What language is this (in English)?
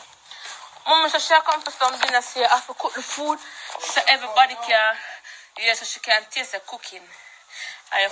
Jamaican Creole English